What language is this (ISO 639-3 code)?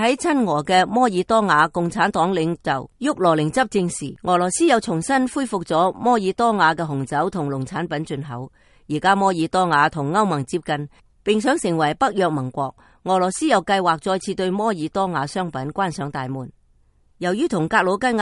yue